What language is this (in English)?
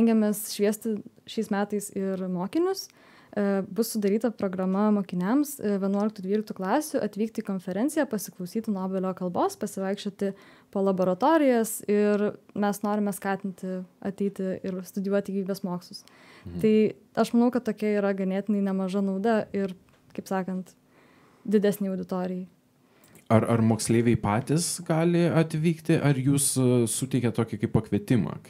Lithuanian